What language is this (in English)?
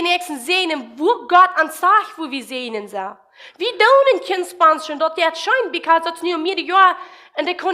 Plautdietsch